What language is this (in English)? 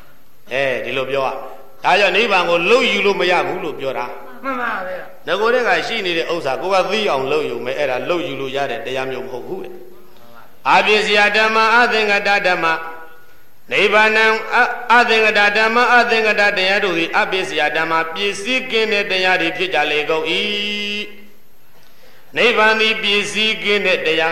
Burmese